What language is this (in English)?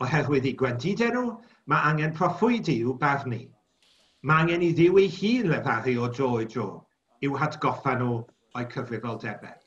Welsh